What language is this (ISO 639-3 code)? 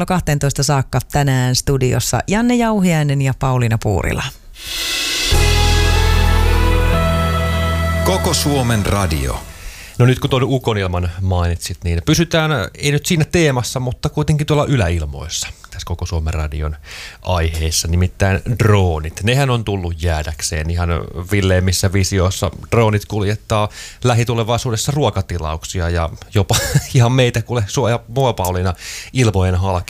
fin